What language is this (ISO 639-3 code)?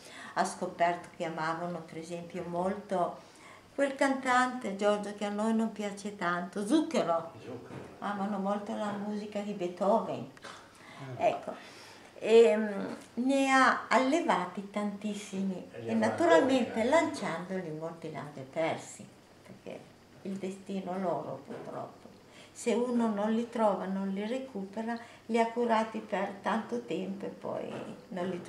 ita